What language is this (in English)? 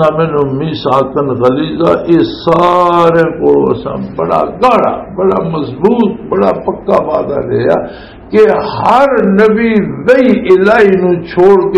Western Panjabi